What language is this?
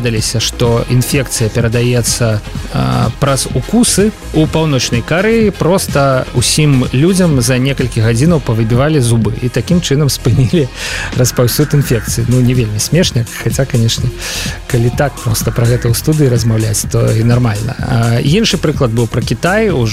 Belarusian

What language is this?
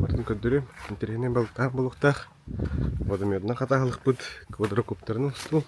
Yakut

